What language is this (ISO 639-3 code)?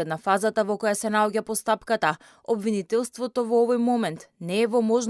mkd